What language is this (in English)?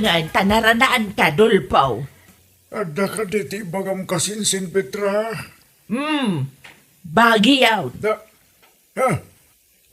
Iloko